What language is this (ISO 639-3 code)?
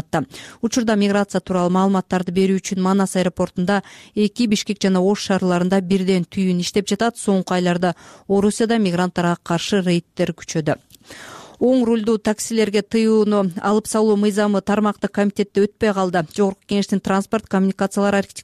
kir